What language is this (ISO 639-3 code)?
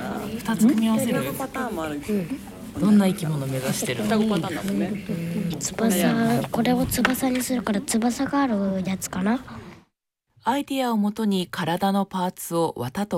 jpn